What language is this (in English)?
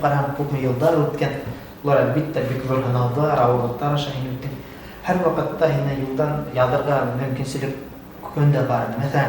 Bashkir